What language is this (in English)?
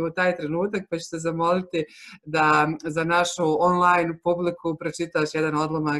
Croatian